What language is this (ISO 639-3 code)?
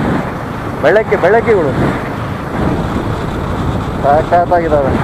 kan